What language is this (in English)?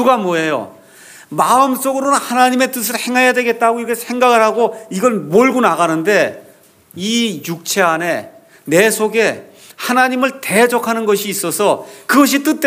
Korean